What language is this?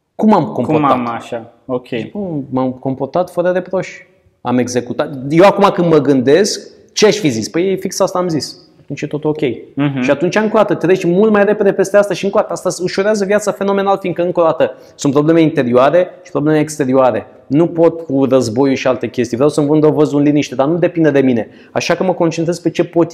Romanian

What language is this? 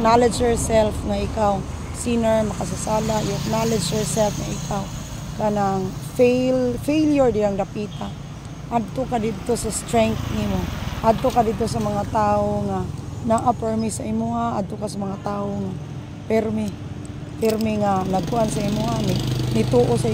Cebuano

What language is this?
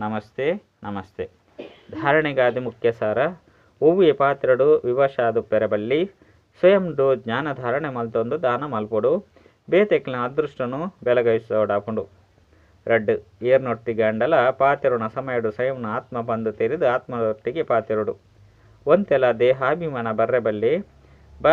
Tulu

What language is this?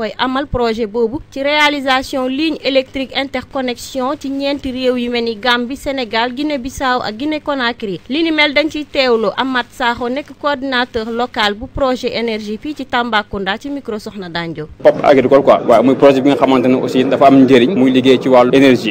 Wolof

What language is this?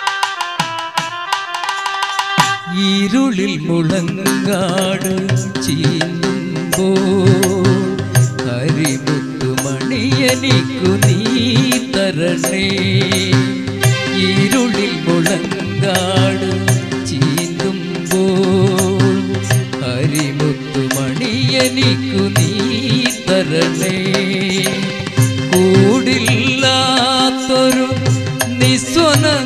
Malayalam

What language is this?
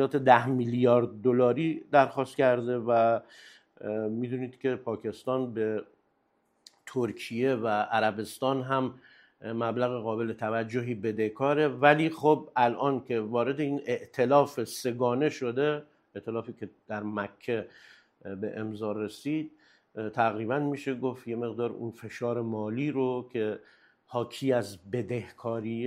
Persian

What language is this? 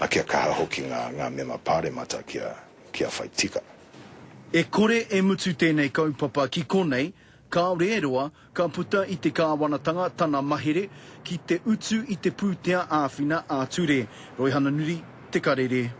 Māori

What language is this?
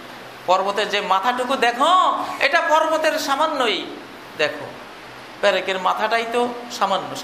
Bangla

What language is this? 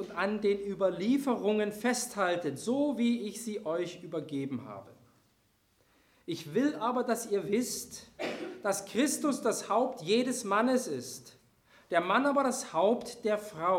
German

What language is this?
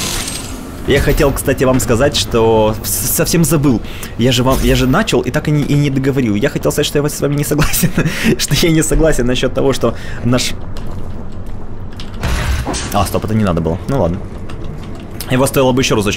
Russian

